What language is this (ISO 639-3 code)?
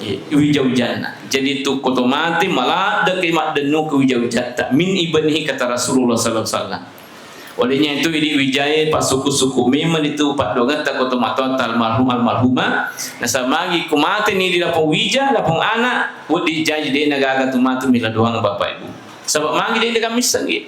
bug